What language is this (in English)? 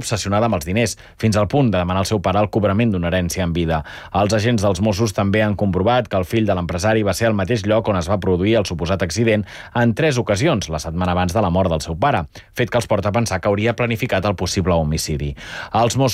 Catalan